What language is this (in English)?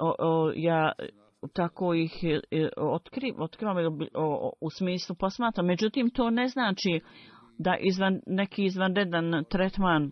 Bosnian